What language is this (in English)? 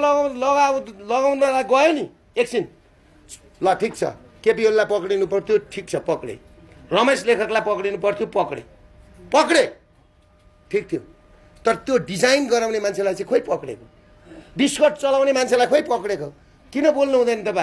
Nepali